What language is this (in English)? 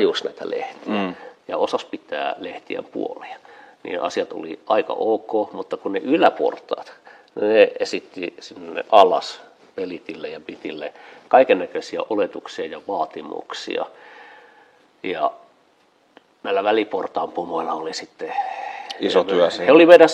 Finnish